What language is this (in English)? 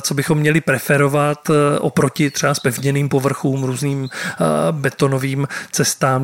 Czech